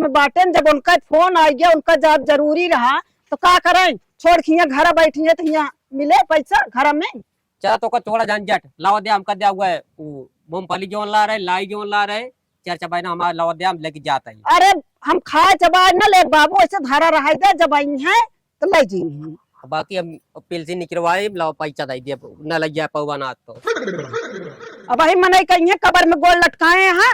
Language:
Awadhi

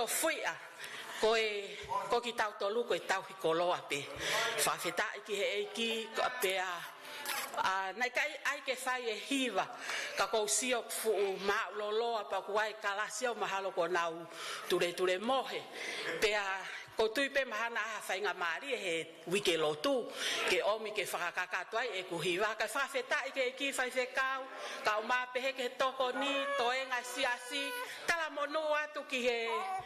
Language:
Tongan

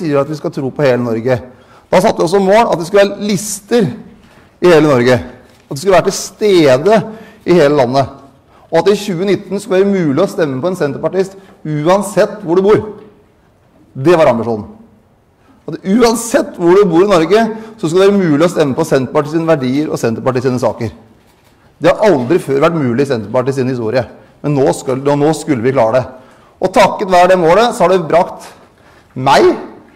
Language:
Norwegian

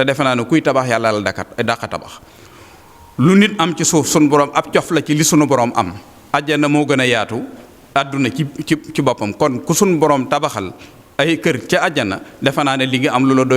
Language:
Wolof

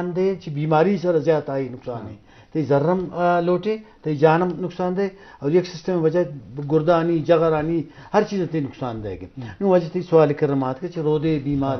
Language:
Eastern Balochi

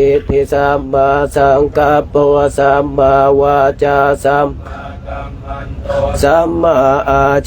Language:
Pali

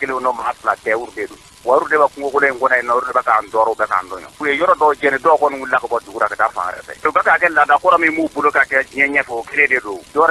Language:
Bambara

